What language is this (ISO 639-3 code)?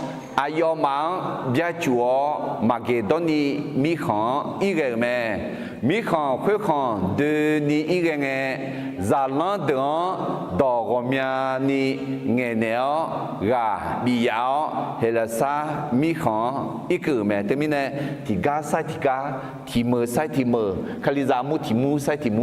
ahk